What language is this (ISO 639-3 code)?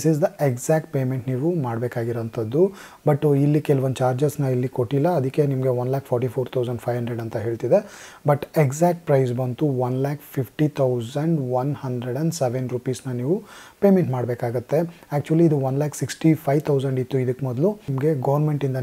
kan